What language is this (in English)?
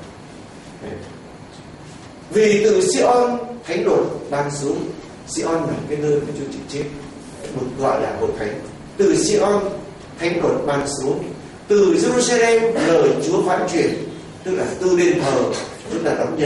Vietnamese